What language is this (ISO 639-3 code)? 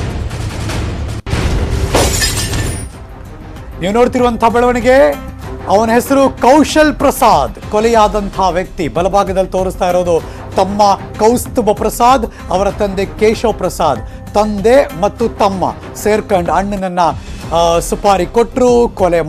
kan